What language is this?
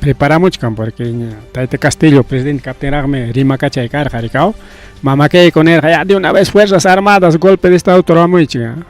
Ayacucho Quechua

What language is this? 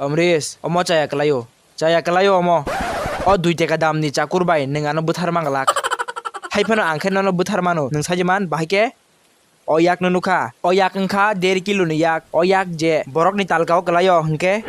Kok Borok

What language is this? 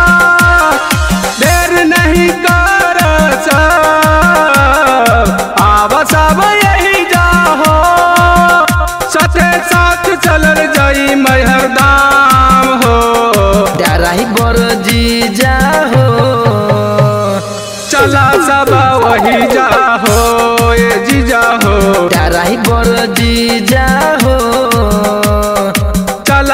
Bhojpuri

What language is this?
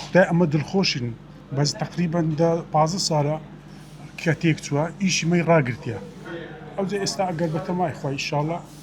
Central Kurdish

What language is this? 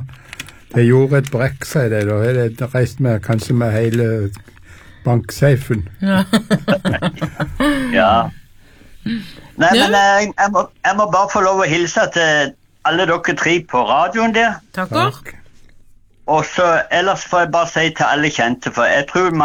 Norwegian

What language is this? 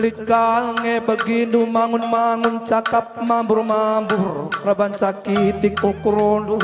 Batak Karo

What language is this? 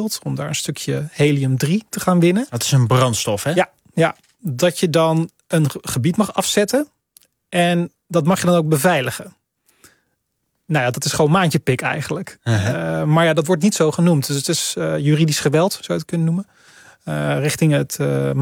Dutch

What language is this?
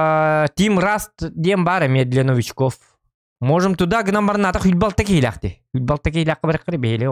Yakut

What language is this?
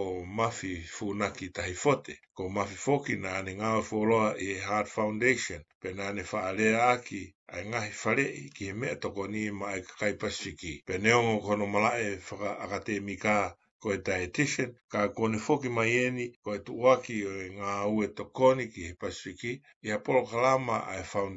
Tongan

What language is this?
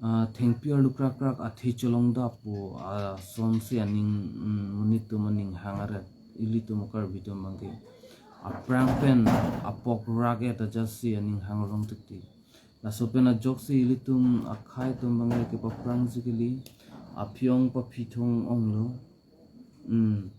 Karbi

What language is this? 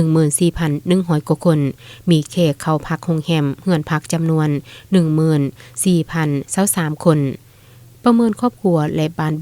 Lao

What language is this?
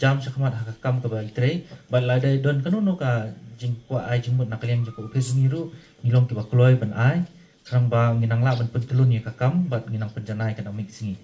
Khasi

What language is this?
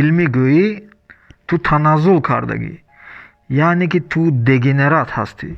Tajik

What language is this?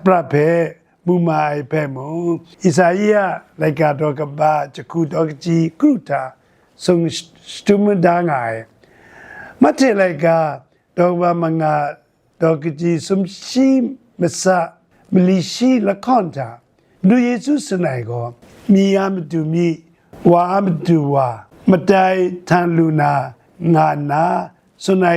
Kachin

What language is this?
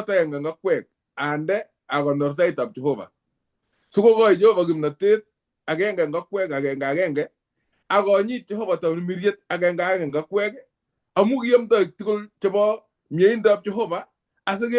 Kalenjin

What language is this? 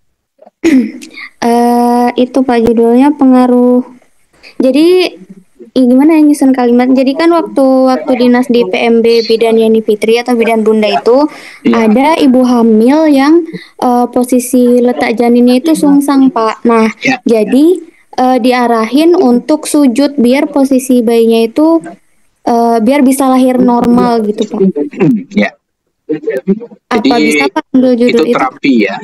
Indonesian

